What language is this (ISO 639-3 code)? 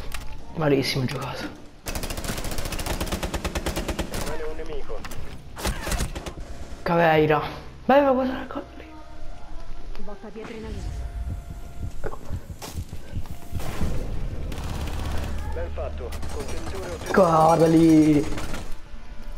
ita